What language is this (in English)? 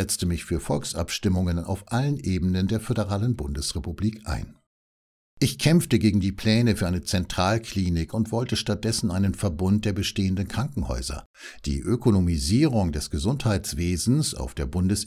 German